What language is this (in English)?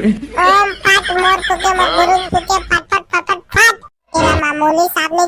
Chhattisgarhi